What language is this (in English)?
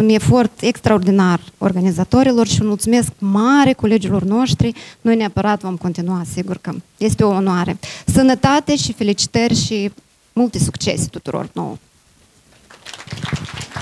Romanian